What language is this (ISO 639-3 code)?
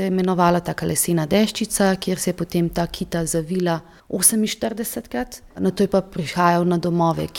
slv